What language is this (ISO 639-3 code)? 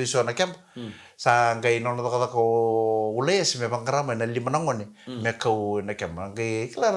fij